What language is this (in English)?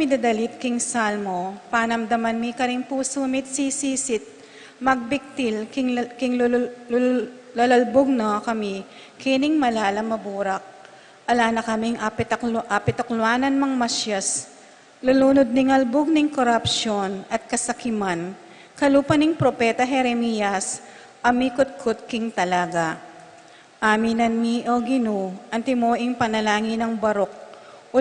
Pampanga